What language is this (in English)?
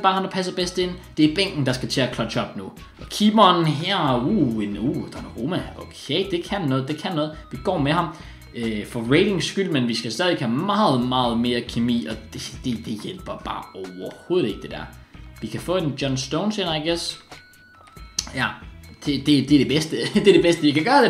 Danish